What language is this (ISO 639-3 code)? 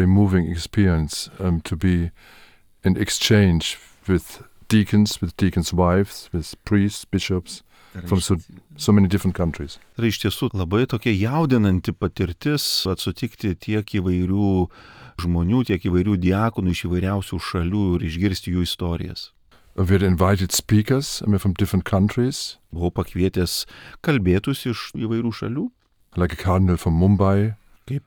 lit